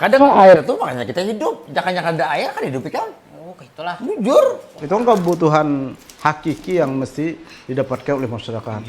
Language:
Banjar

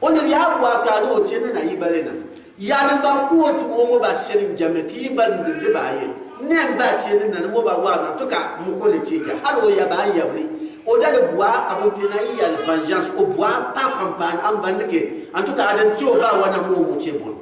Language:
Gourmanchéma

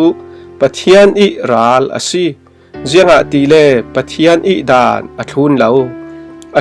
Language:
Falam Chin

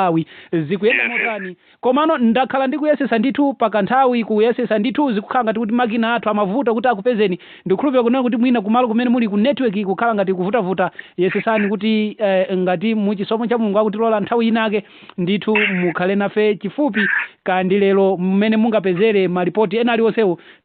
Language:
Nyanja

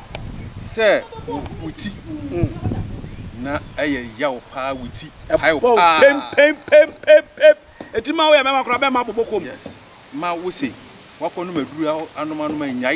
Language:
Akan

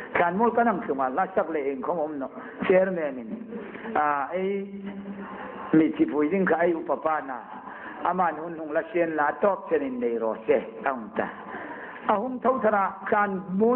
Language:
Hmar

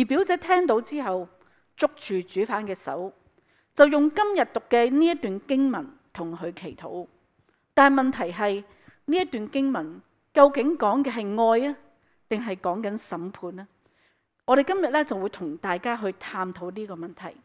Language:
Cantonese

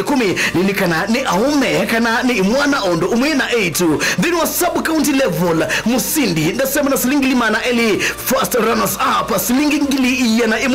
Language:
Kamba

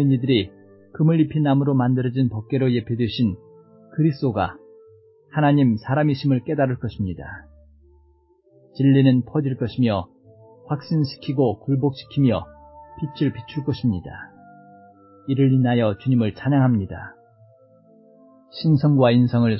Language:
Korean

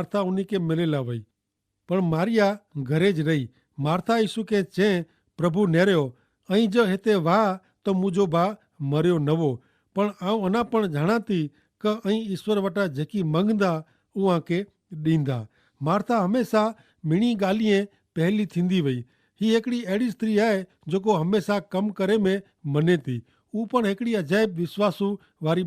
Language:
Kachhi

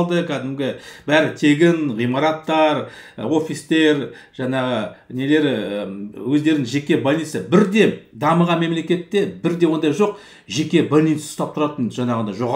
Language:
Kazakh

